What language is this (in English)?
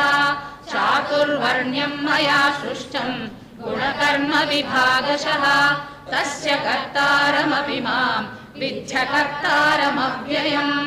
Sanskrit